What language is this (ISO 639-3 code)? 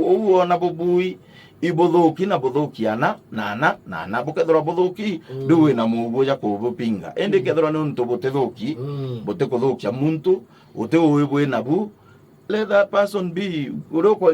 mer